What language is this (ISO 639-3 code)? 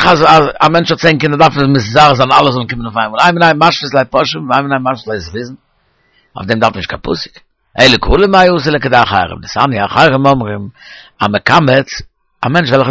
yid